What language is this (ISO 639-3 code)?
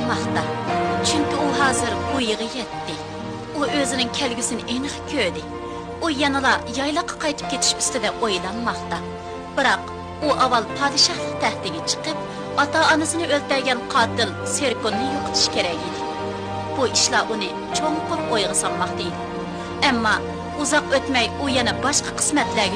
uig